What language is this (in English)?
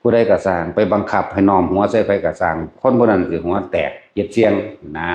Northeastern Thai